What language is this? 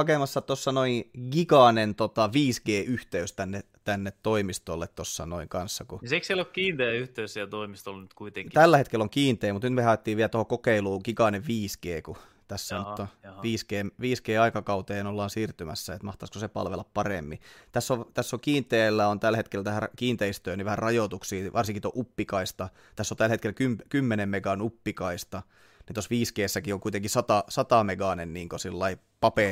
Finnish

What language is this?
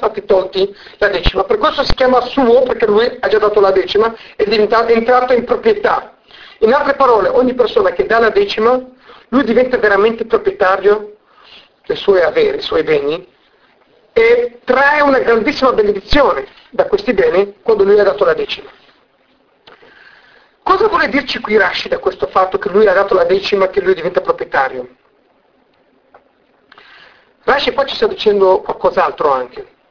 Italian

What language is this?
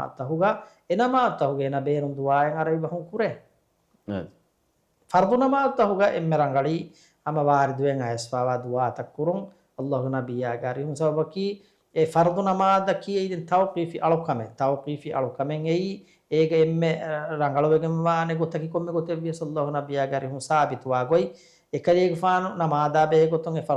Divehi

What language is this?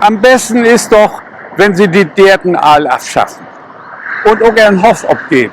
Low German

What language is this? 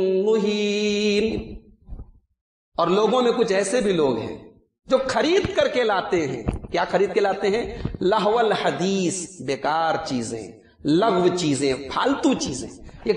Urdu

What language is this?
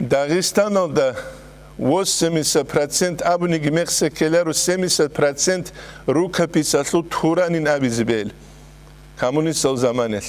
Avaric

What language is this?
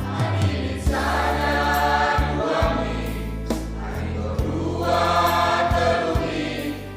Batak Karo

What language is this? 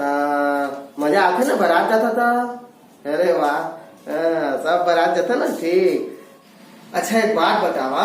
Chhattisgarhi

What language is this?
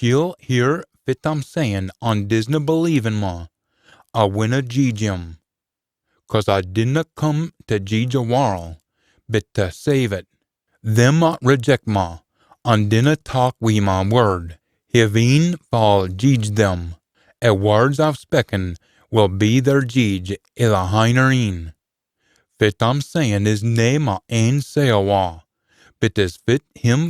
Scots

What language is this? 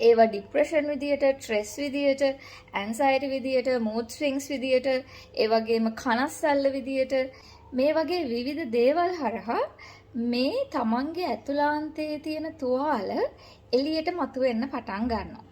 Sinhala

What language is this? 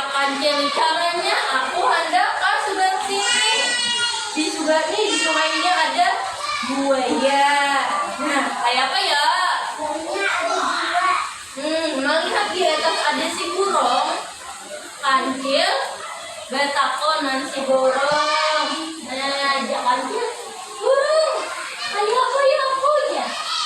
Banjar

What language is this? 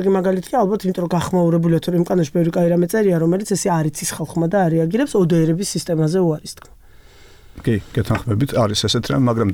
Georgian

